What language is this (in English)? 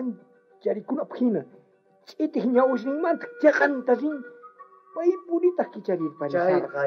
South Bolivian Quechua